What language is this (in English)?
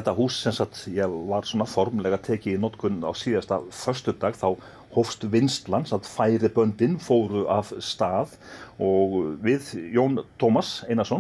Icelandic